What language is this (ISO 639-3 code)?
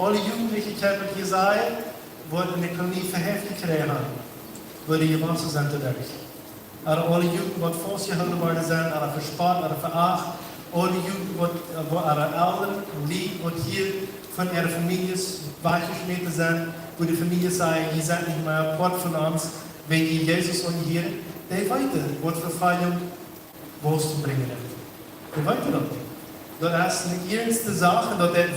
pdt